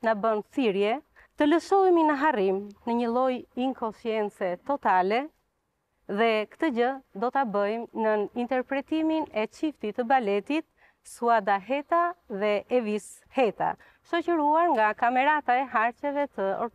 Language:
Albanian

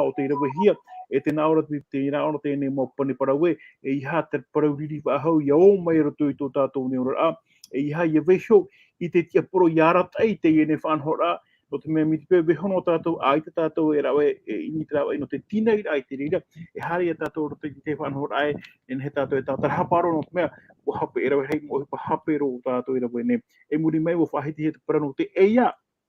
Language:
Tahitian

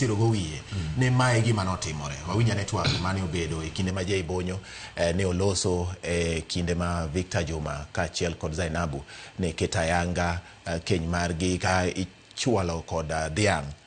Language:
Luo (Kenya and Tanzania)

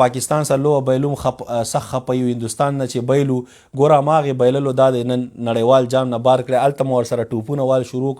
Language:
Pashto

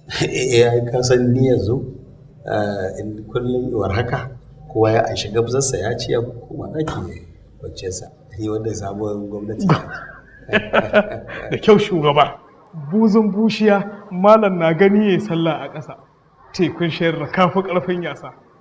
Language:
Hausa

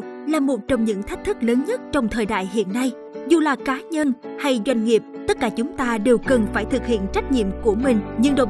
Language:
Vietnamese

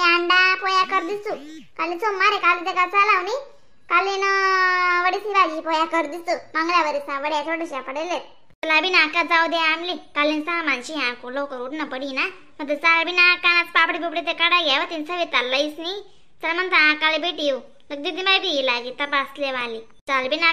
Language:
Khandesi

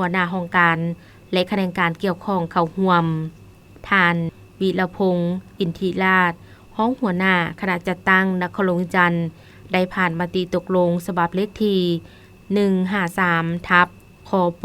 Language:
Lao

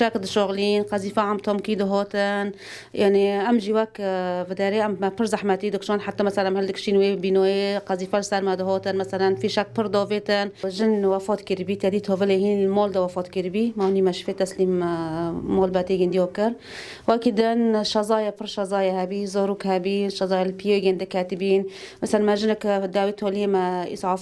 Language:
Kurdish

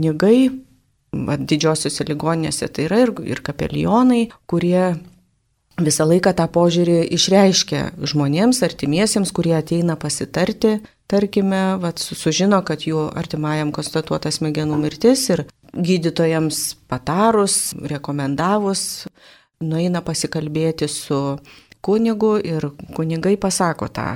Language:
Lithuanian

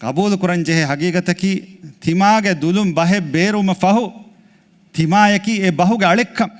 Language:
Divehi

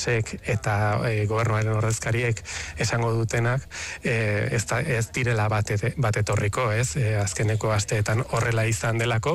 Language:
Basque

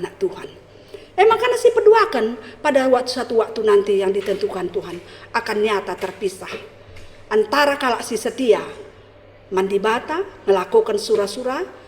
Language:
Batak Karo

